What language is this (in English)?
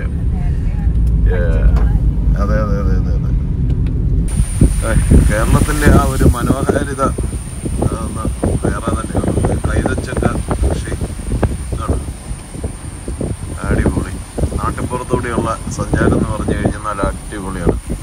Malayalam